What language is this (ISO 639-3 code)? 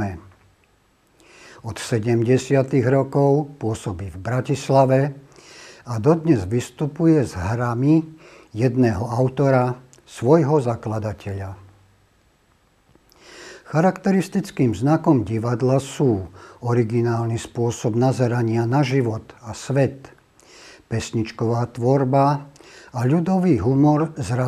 slk